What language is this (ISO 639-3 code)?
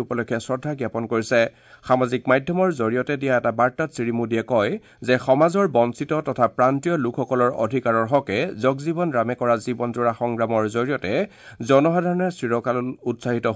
asm